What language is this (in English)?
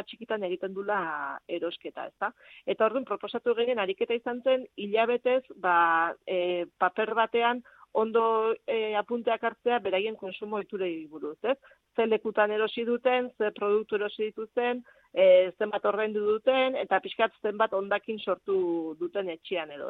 Basque